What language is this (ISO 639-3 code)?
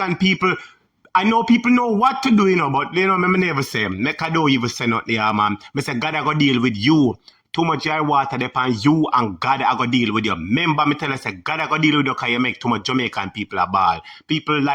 jam